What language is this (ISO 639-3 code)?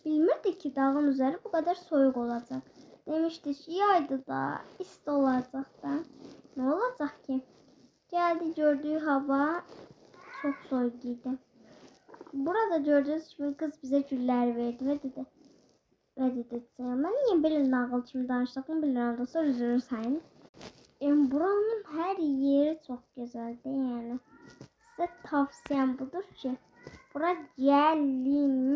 aze